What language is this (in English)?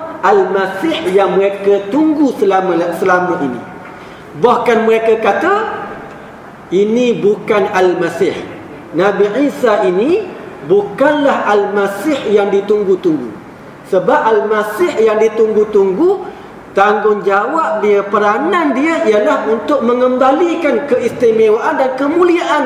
Malay